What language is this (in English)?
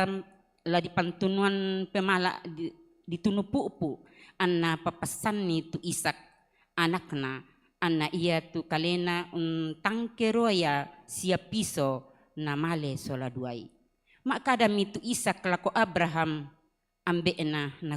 Toraja-Sa'dan